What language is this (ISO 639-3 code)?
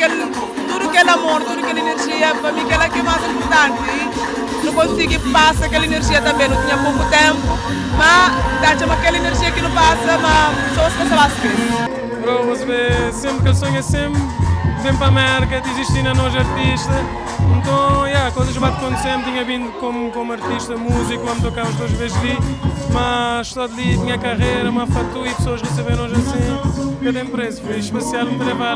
kea